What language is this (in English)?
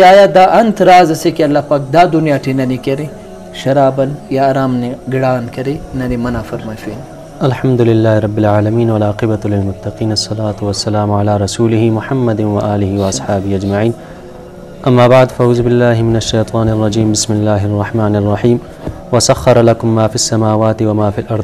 Brahui